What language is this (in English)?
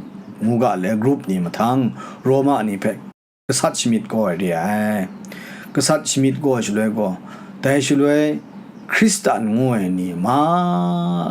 Kachin